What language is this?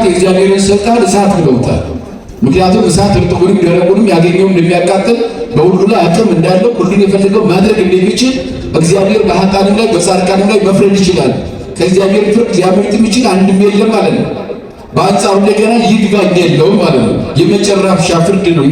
Amharic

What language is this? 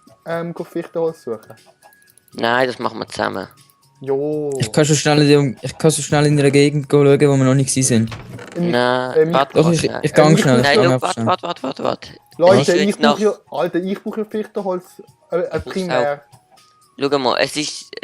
Swiss German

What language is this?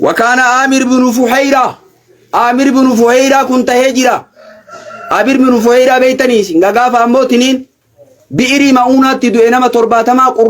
Oromo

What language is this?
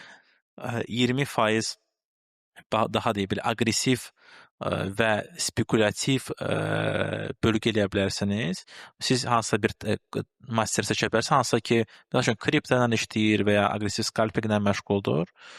Azerbaijani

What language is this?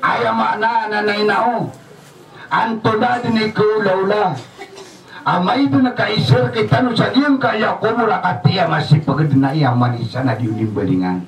Maranao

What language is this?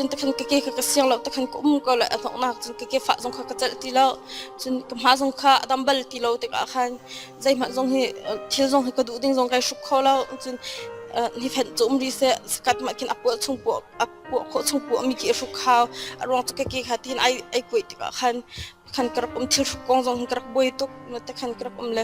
Hakha Chin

